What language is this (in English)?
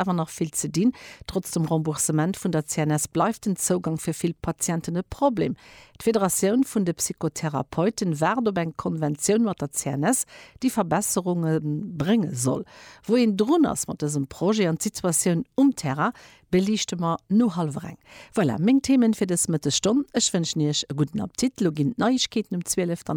Luxembourgish